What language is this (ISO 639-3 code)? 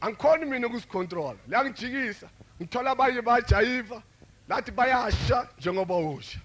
zul